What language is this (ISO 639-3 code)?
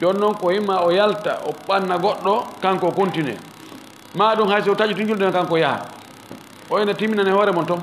ful